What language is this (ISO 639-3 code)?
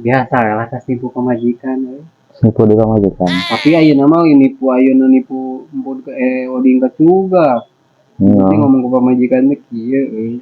sun